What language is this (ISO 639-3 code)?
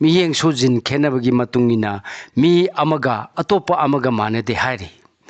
mni